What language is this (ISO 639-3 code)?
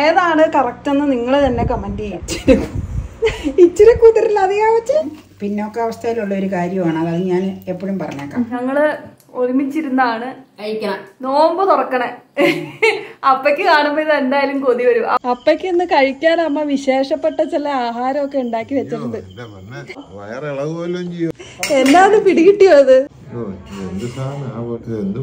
mal